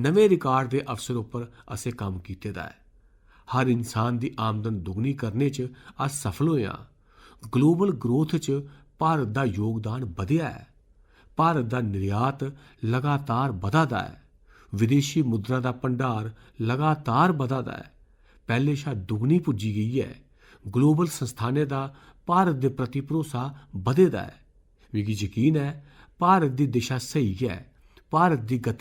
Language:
Dogri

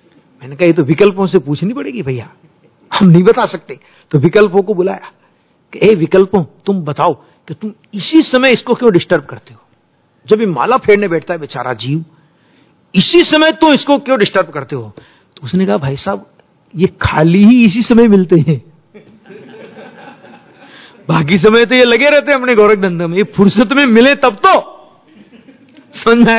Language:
Hindi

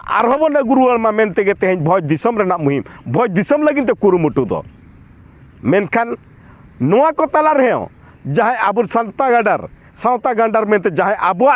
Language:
Santali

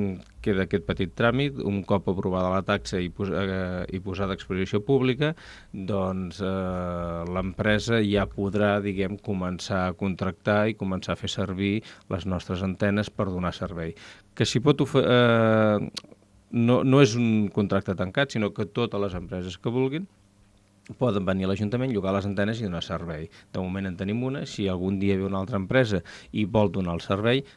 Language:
Catalan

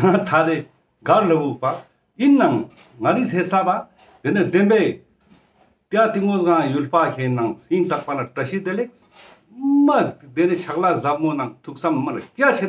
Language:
Ladakhi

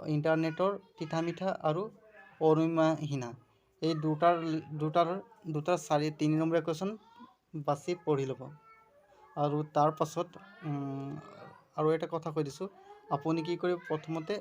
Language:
Assamese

